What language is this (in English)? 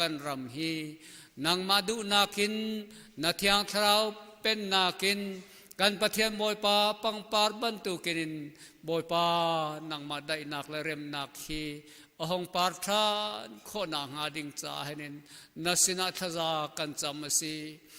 Hakha Chin